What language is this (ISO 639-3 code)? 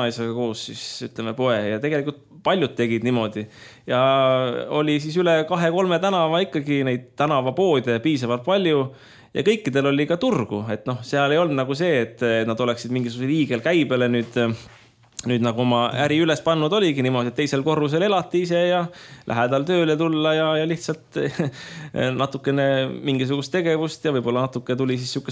est